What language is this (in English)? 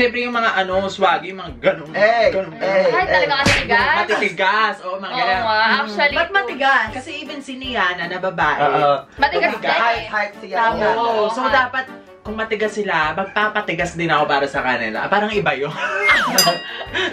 Filipino